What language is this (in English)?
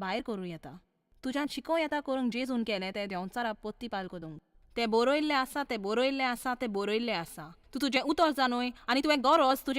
Konkani